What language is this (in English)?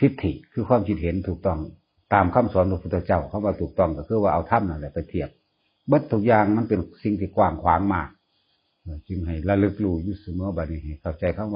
Northeastern Thai